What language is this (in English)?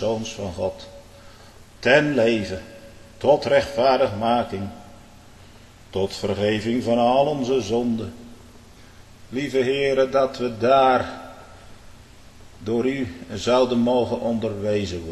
Dutch